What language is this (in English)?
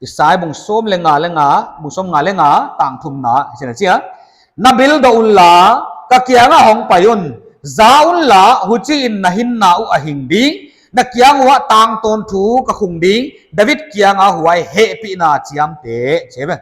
Paite Chin